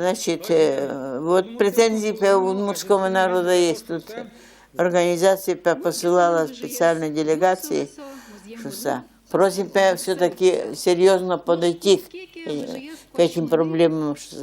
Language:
Udmurt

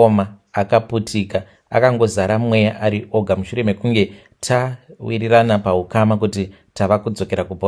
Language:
Shona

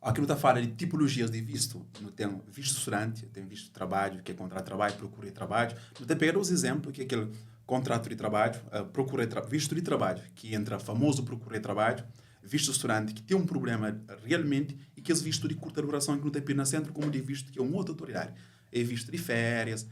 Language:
Kabuverdianu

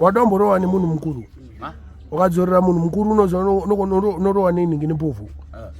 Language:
Shona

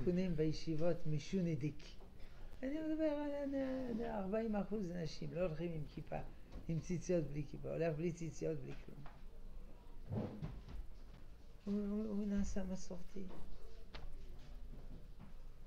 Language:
Hebrew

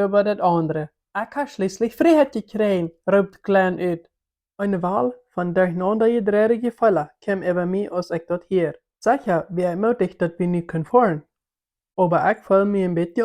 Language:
Plautdietsch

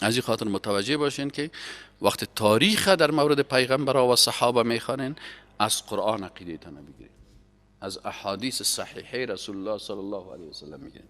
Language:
Persian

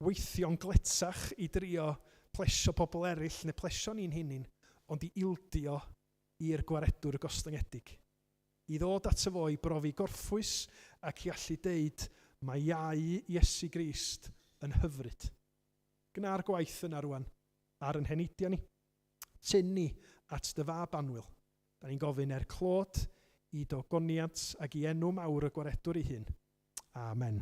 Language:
Welsh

